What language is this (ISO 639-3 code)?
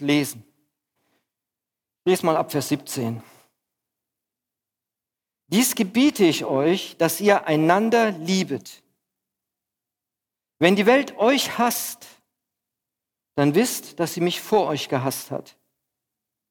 deu